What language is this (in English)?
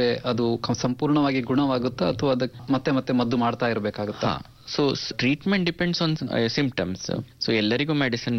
Kannada